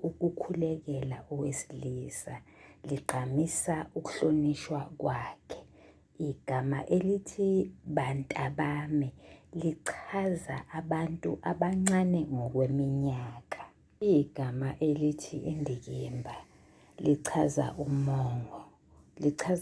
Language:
Zulu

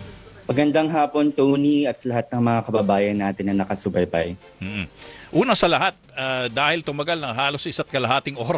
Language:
Filipino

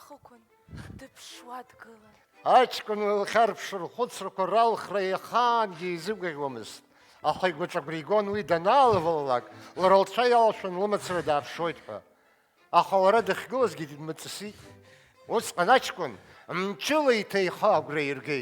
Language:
Abkhazian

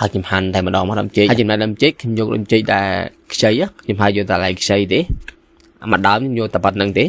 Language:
Khmer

